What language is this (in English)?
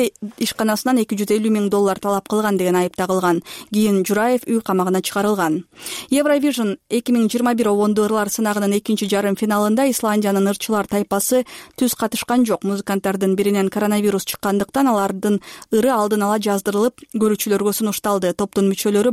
Kyrgyz